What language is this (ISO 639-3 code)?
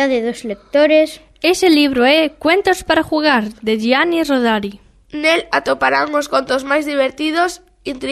glg